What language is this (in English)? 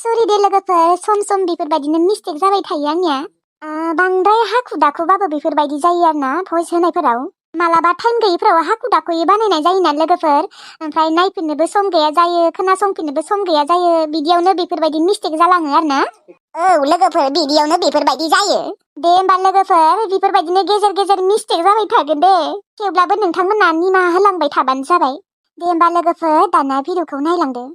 Bodo